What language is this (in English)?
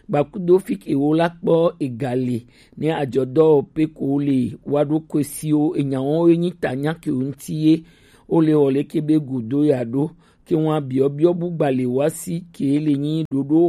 Gen